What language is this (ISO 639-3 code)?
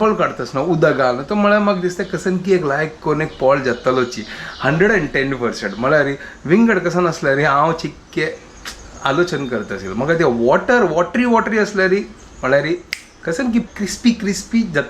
kok